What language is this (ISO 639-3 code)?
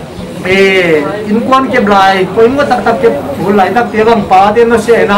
pck